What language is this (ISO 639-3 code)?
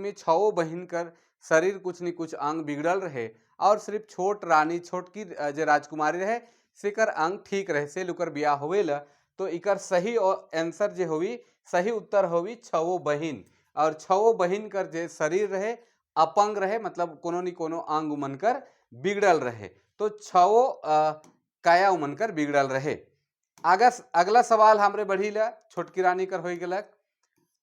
sck